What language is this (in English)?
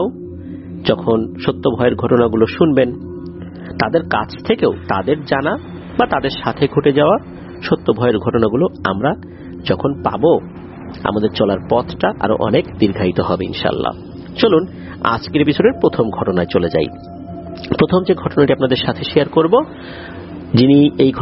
Bangla